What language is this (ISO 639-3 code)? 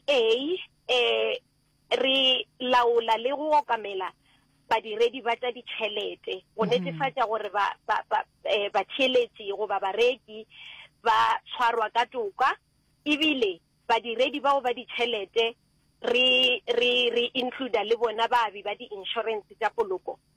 nso